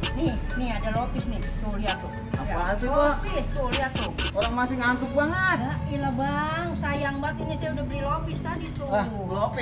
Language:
Betawi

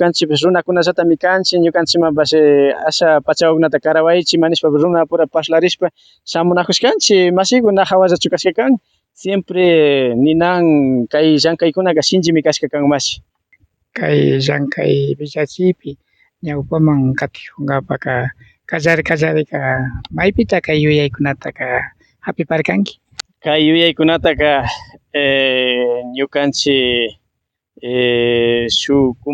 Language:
Imbabura Highland Quichua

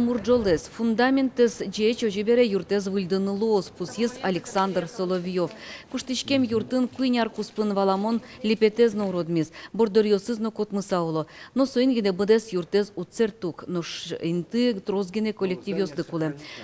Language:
Udmurt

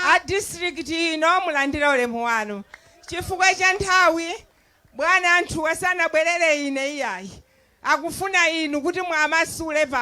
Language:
Nyanja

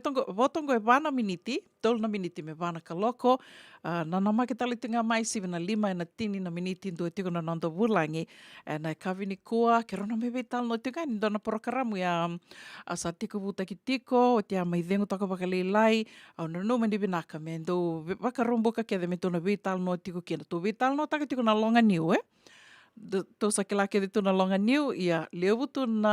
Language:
Fijian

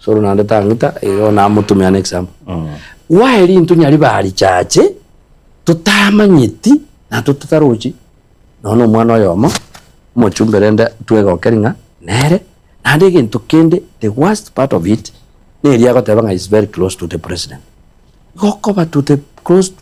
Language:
Gusii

